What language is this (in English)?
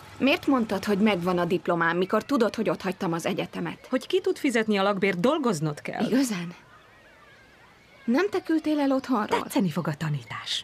Hungarian